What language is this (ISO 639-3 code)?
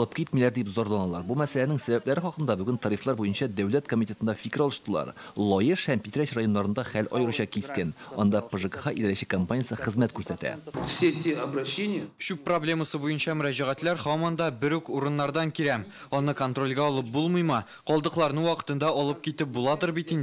tat